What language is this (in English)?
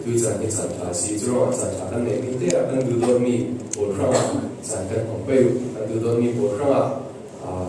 Falam Chin